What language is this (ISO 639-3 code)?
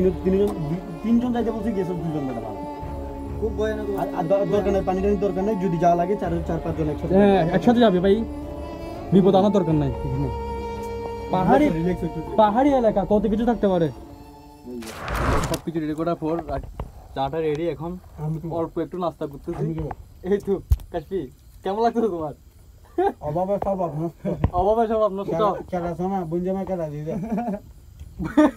ben